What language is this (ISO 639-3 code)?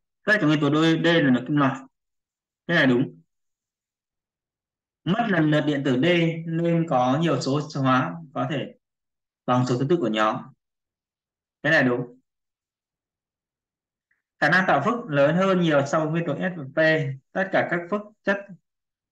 vie